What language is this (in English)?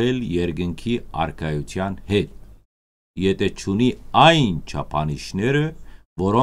Western Armenian